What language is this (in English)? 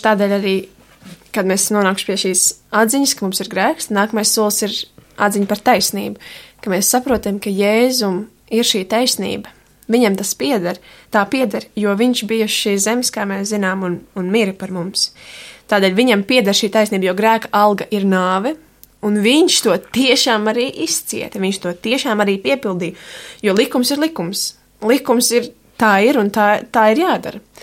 Latvian